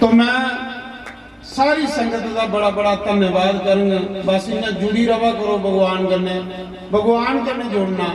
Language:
Dogri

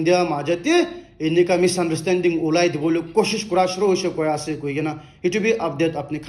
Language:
Naga Pidgin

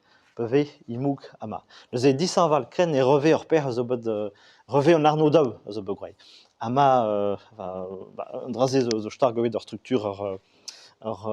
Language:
Breton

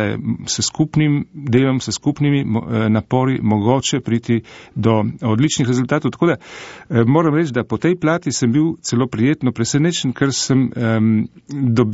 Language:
Slovenian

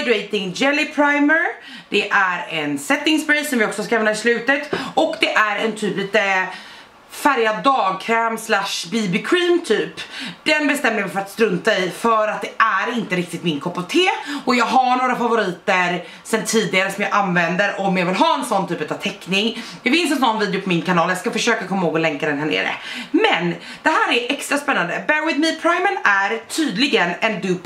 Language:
Swedish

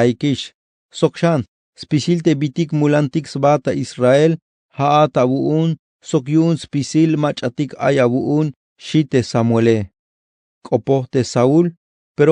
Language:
Tzeltal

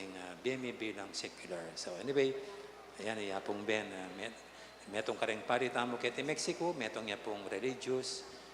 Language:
Pampanga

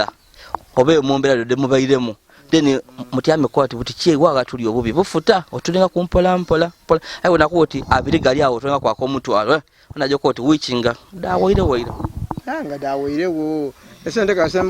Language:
Ganda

